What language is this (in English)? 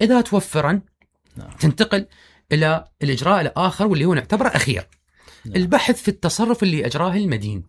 Mesopotamian Arabic